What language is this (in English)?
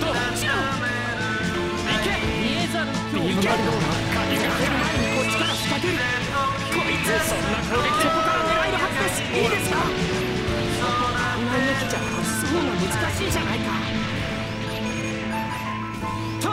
Japanese